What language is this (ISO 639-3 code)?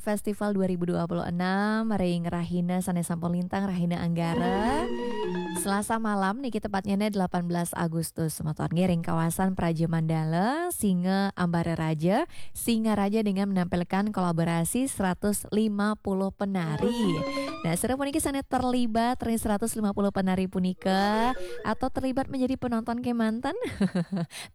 ban